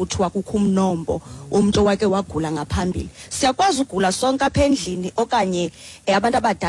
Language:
Xhosa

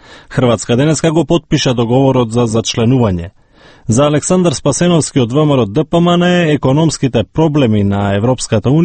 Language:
Macedonian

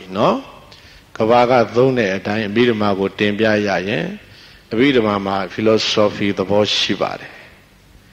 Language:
Burmese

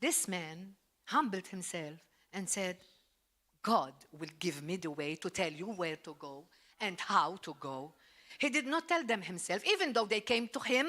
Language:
English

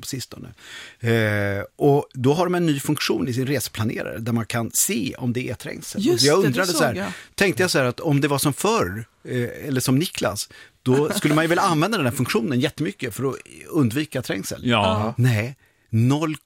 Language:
Swedish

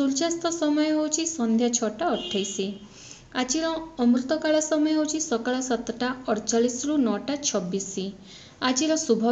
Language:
Odia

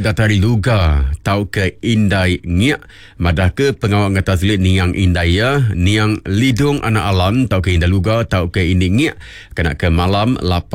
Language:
Iban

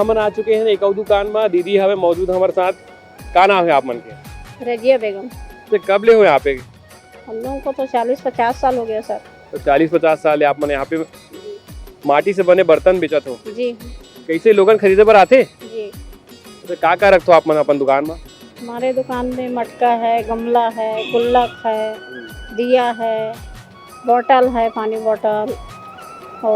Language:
Chhattisgarhi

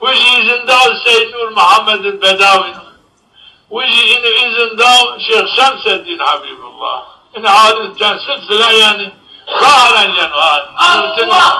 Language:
Zaza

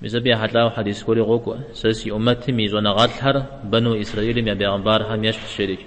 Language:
Kabardian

